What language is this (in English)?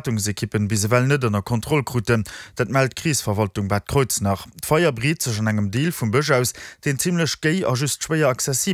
Luxembourgish